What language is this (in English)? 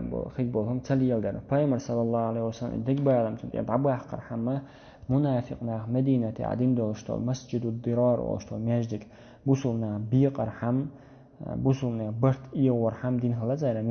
Chechen